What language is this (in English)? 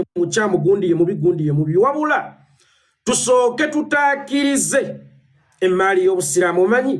Ganda